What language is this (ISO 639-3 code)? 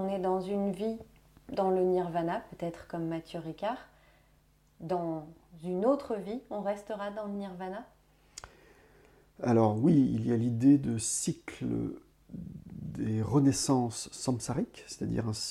fra